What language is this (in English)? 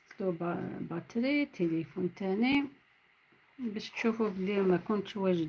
Algerian Arabic